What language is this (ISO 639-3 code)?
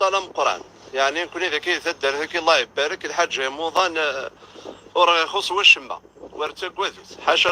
kab